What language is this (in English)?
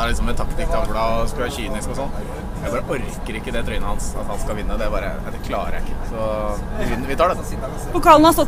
Norwegian